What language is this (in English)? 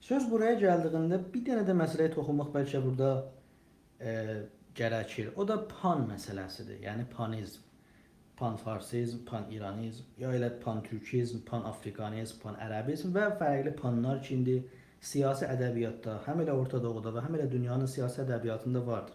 South Azerbaijani